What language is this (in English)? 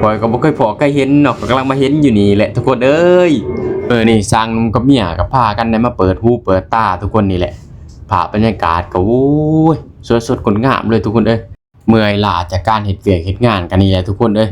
Lao